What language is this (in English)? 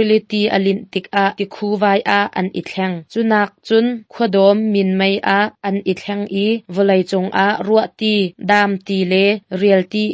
Hakha Chin